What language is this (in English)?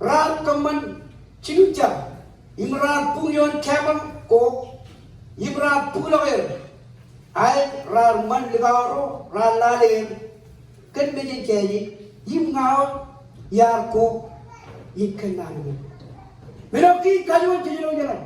Marshallese